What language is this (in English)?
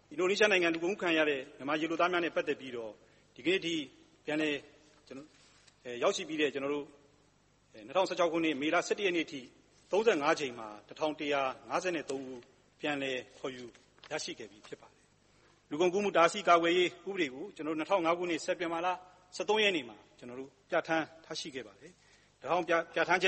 Burmese